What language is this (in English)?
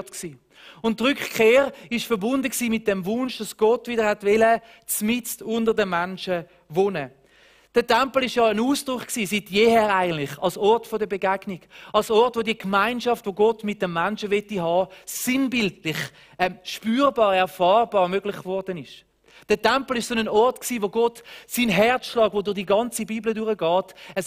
Swiss German